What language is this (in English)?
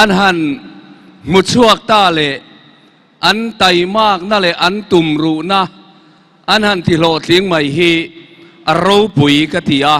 Mizo